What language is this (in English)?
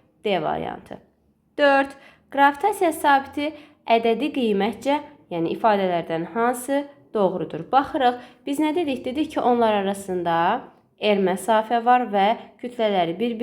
Azerbaijani